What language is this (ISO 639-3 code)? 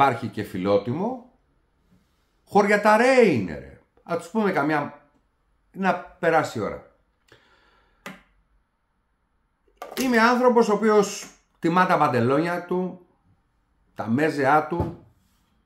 ell